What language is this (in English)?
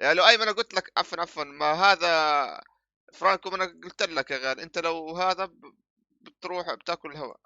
North Levantine Arabic